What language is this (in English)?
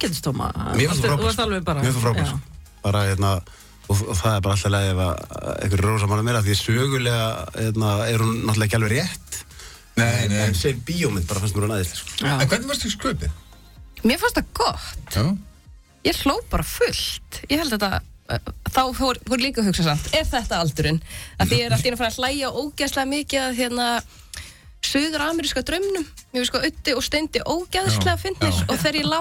Icelandic